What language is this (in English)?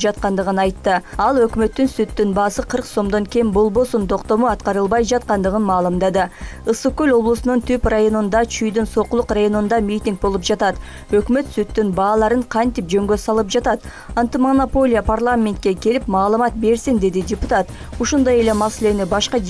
Kyrgyz